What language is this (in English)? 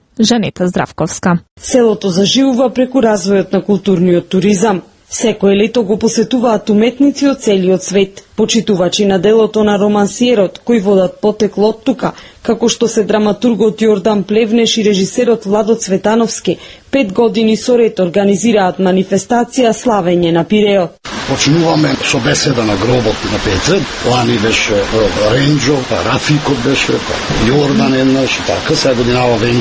Macedonian